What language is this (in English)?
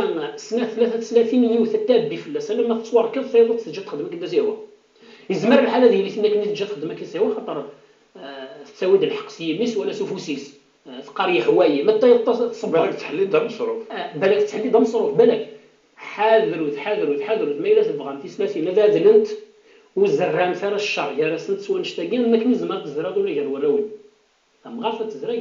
Kabyle